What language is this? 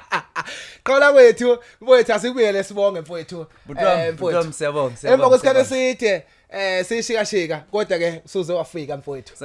Zulu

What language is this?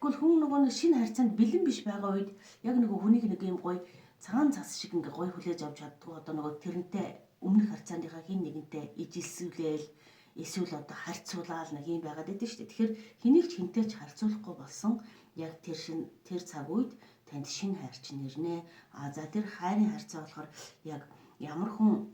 Mongolian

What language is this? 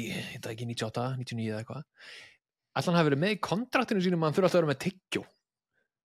Icelandic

